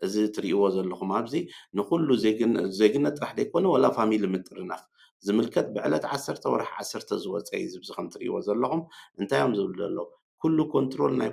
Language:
Tigrinya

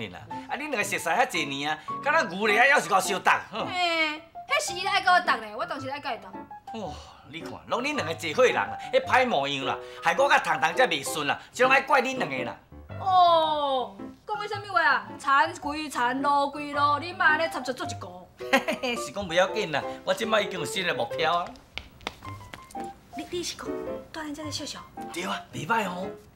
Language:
Min Nan Chinese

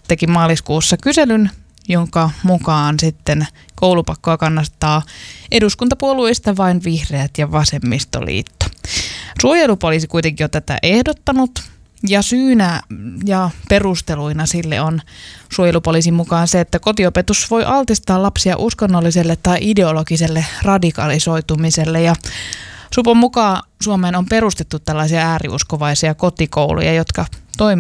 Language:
Finnish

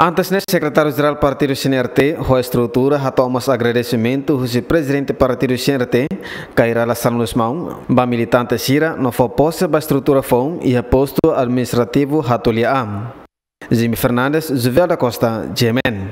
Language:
Tetum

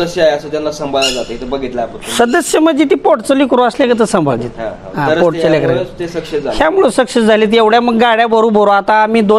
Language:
Marathi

